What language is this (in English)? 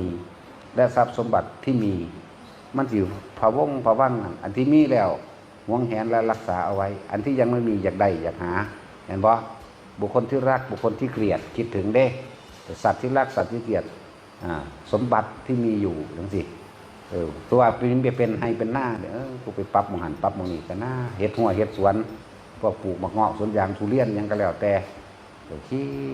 Northeastern Thai